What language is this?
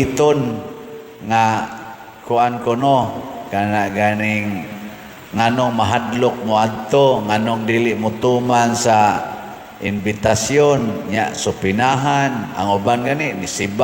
Cebuano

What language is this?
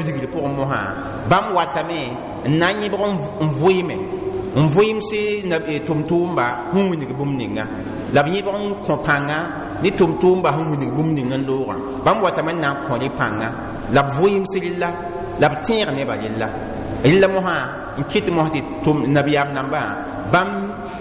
Mossi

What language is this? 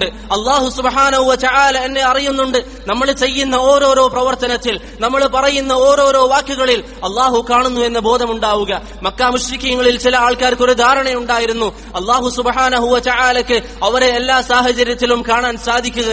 Malayalam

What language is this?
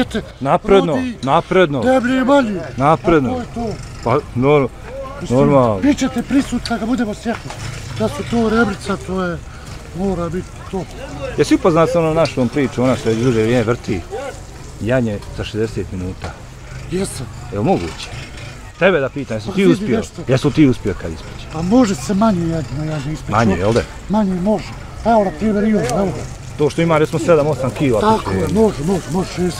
Bosnian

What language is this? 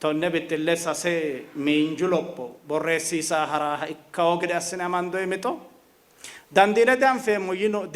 Sidamo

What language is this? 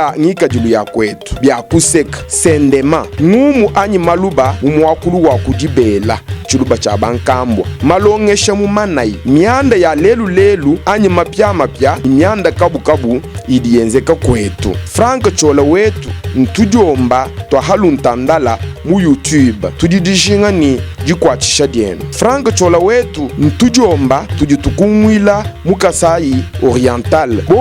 Luba-Lulua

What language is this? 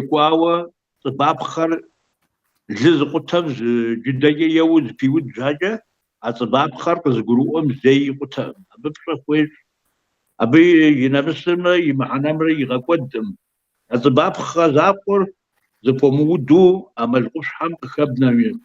Kabardian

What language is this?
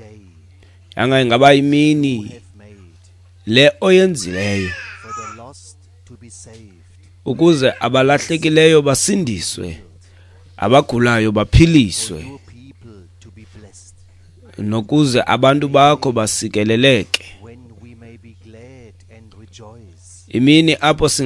Xhosa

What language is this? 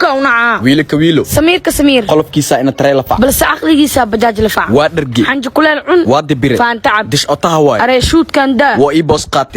Somali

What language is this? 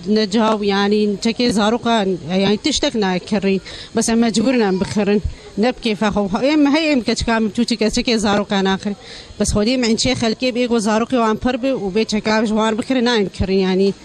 Kurdish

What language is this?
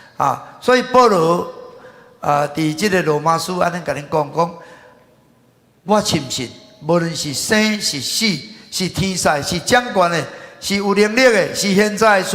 Min Nan Chinese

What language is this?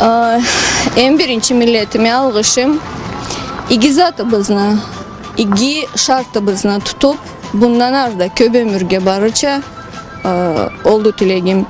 Karachay-Balkar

